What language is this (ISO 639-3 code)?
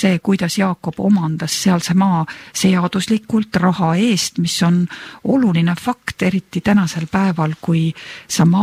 est